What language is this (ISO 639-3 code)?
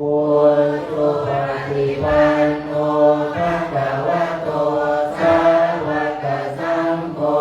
pli